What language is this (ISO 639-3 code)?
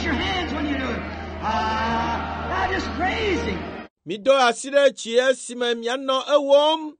ewe